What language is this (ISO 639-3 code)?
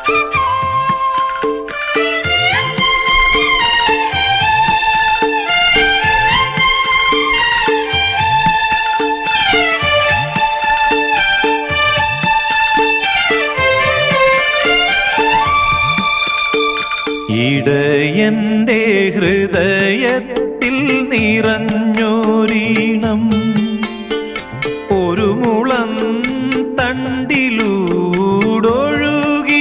mal